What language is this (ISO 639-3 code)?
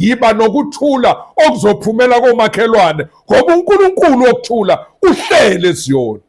zul